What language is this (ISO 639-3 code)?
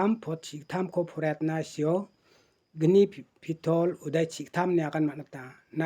grt